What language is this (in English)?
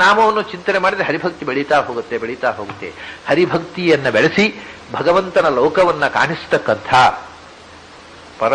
Kannada